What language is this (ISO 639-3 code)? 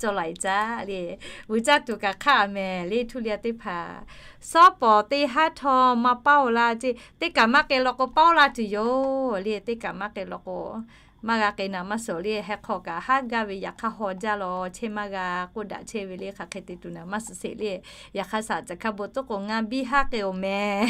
lhu